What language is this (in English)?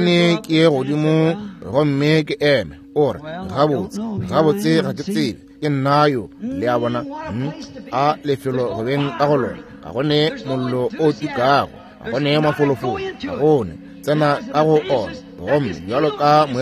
Northern Sotho